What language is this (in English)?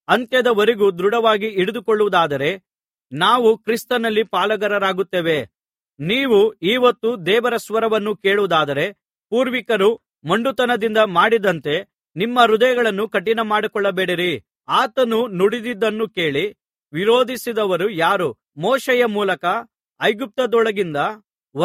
Kannada